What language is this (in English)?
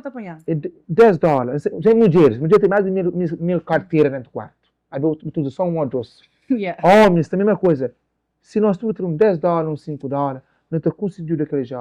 Kabuverdianu